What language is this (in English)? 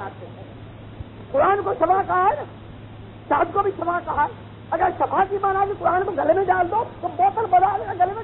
Urdu